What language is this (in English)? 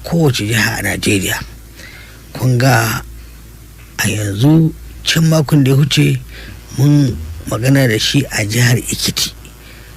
Hausa